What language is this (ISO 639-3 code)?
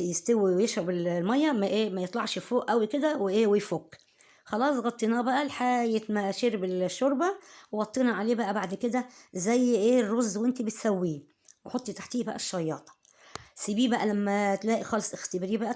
arz